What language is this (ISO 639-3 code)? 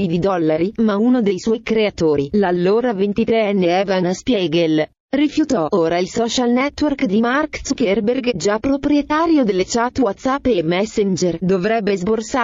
ita